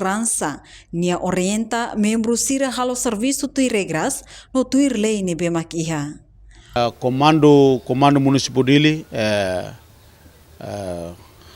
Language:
Tetum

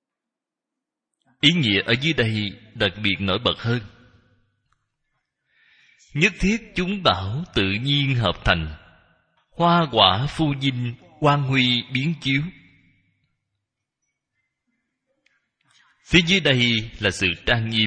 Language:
Vietnamese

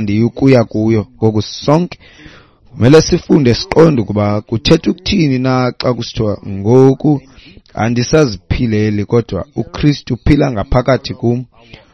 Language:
Xhosa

